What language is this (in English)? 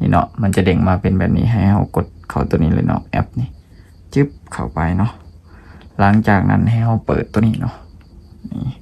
Lao